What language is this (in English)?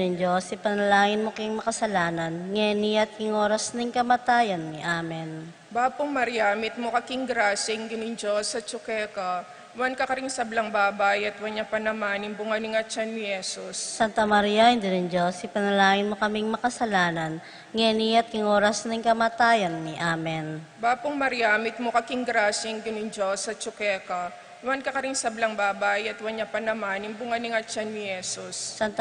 Pampanga